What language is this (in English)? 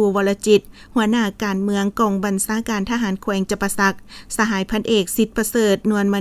Lao